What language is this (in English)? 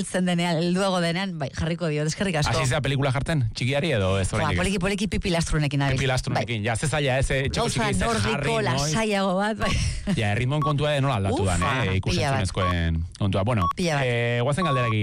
Basque